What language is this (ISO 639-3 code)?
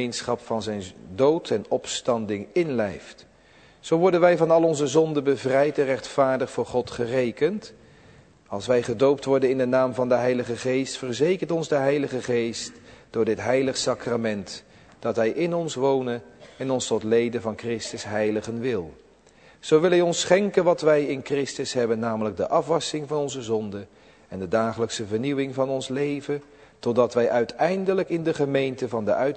nld